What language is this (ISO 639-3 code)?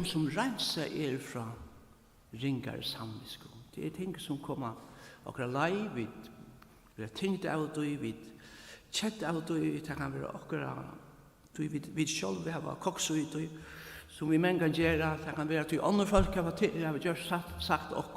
fao